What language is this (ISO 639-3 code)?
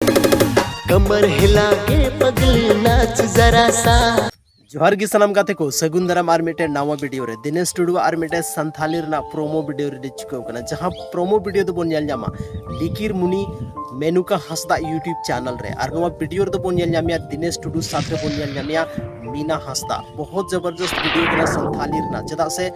sat